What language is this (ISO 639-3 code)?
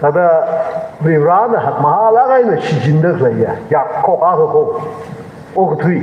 nmf